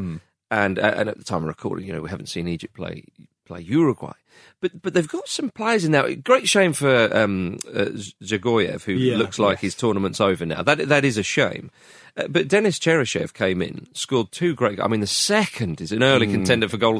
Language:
English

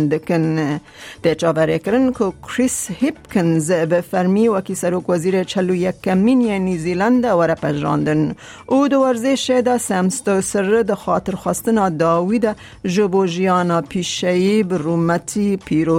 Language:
Kurdish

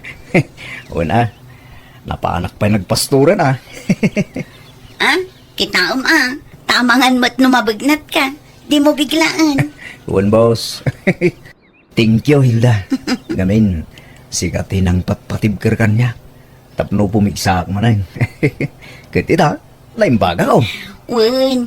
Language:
Iloko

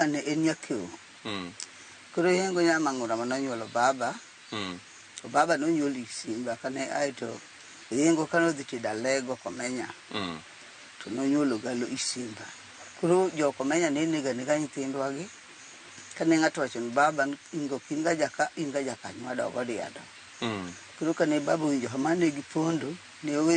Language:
Luo (Kenya and Tanzania)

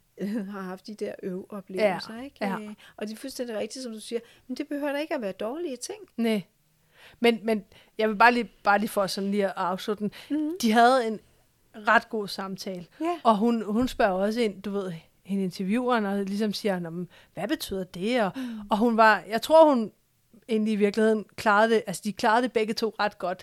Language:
Danish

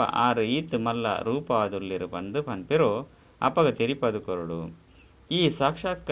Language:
Tulu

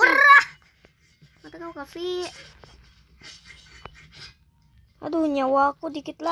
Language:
Indonesian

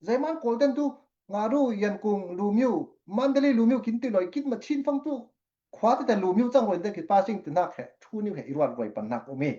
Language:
Falam Chin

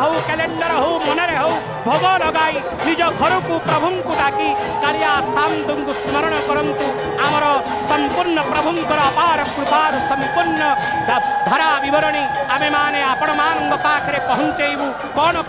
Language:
Odia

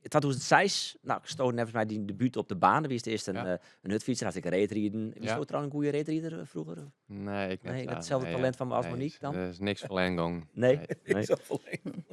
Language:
Western Frisian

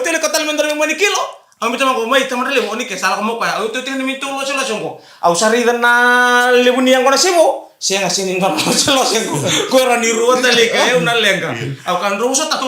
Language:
Fijian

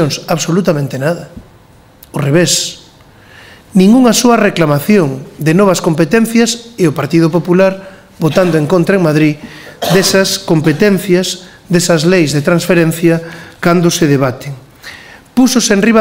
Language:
Galician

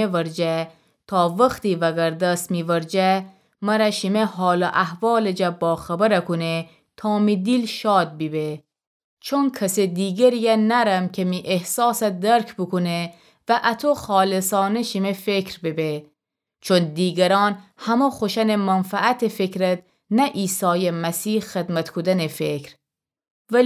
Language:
Gilaki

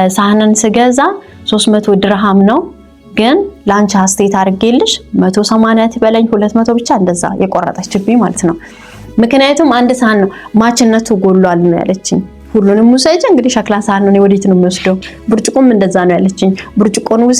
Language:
Amharic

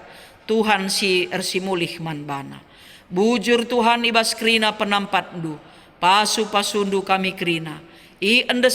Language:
Batak Karo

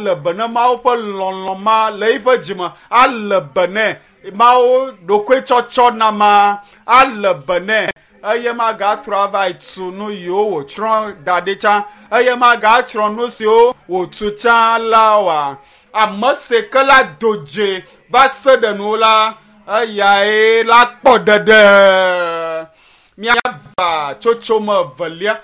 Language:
Ewe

